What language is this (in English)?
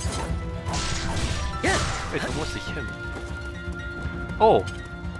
German